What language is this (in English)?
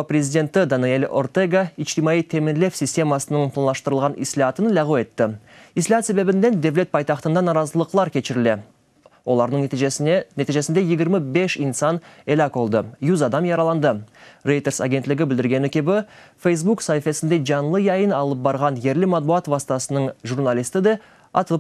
Crimean Tatar